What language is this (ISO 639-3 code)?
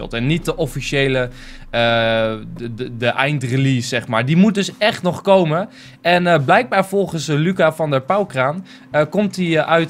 nld